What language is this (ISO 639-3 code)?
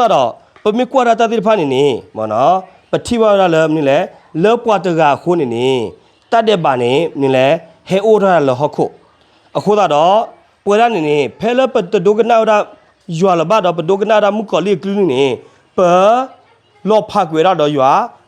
ksw